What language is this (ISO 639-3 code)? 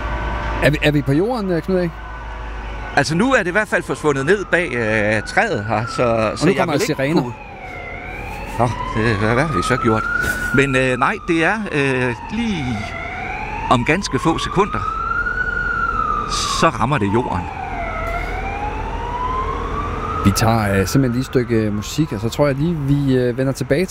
dan